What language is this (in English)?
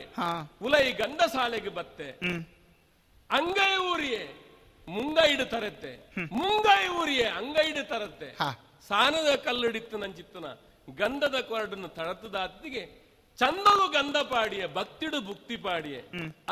Tulu